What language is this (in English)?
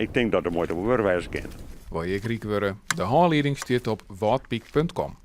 Western Frisian